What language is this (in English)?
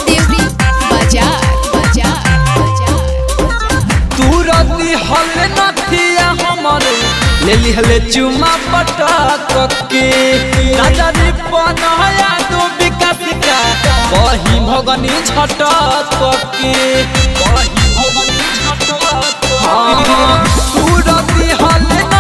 Bhojpuri